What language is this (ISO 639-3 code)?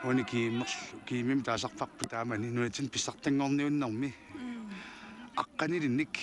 kal